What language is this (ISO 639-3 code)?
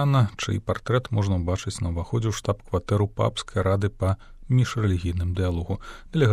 bel